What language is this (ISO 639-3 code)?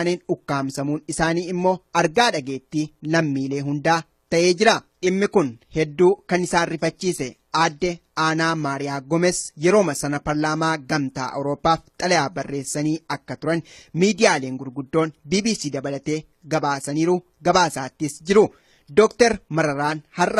orm